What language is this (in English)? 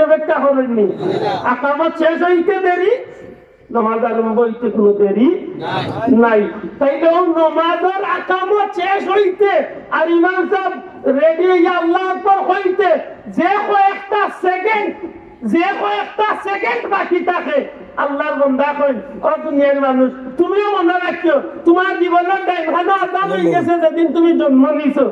Sylheti